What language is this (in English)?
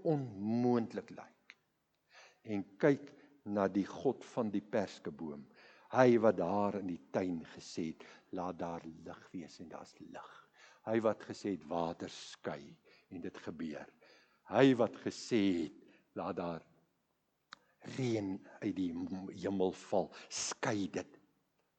Afrikaans